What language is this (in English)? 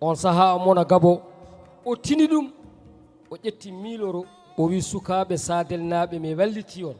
Fula